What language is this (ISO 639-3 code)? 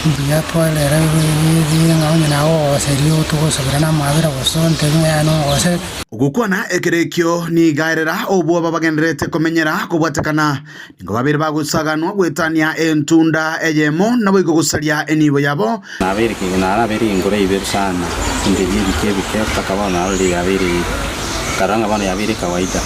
guz